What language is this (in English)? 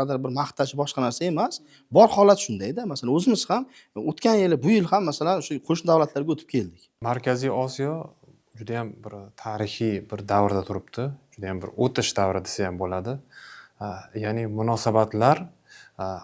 Uzbek